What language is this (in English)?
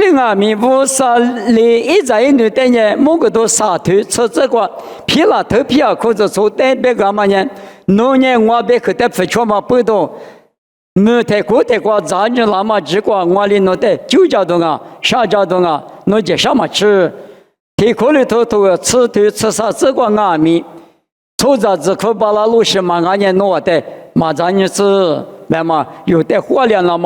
Lisu